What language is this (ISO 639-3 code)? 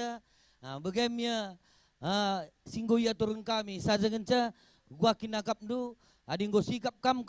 btx